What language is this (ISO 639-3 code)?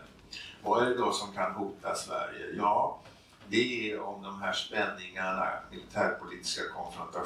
swe